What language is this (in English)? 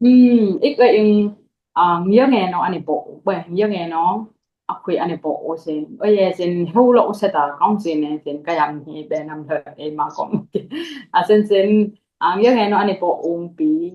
Dimasa